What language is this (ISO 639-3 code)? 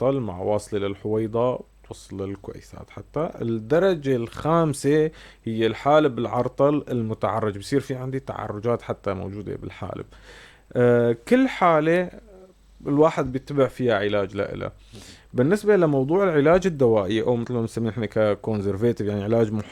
apc